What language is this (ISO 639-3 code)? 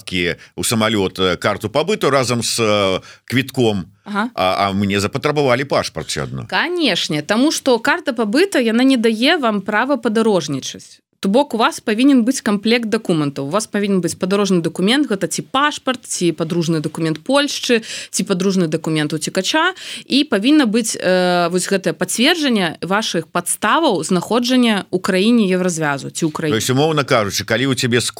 bel